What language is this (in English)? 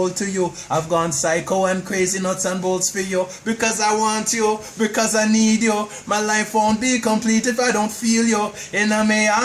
Jamaican Creole English